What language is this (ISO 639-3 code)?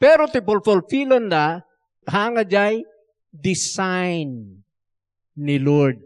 ilo